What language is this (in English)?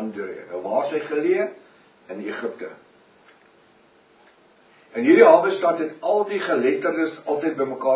Afrikaans